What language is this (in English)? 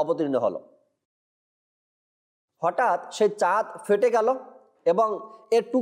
Bangla